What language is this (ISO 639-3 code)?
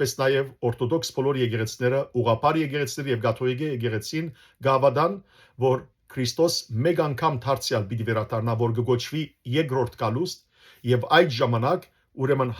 hyw